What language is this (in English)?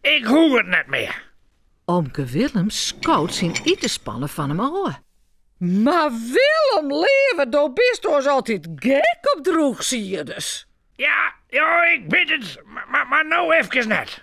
Western Frisian